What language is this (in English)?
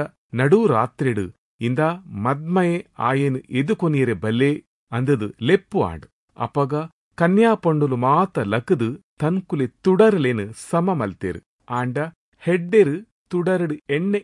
Tulu